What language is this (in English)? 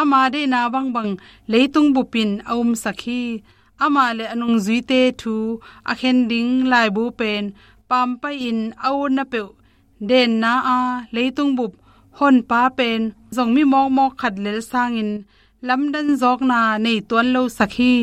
Tedim Chin